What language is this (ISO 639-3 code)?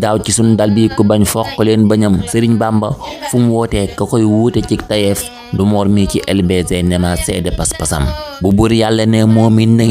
wol